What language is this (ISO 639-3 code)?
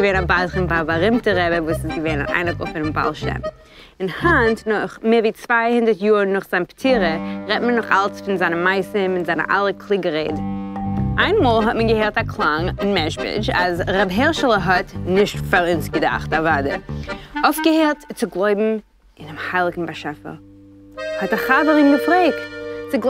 yid